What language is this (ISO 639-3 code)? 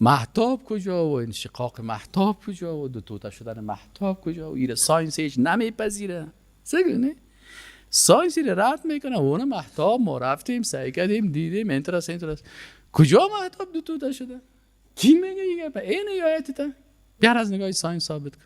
fas